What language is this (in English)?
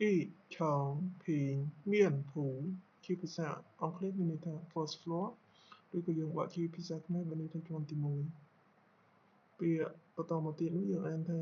Khmer